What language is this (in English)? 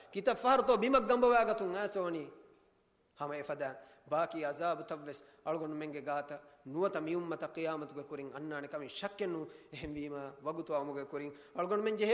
Divehi